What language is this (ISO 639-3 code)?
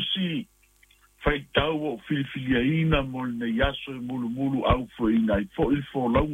smo